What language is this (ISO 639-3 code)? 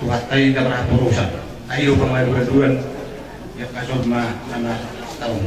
bbc